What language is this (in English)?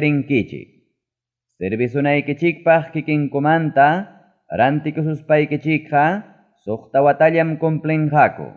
Ayacucho Quechua